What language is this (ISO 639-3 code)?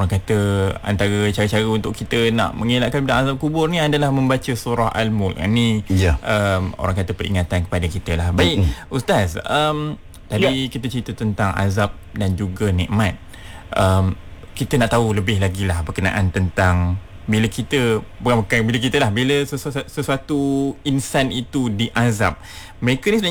msa